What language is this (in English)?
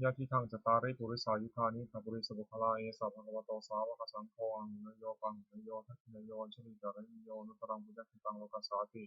Pali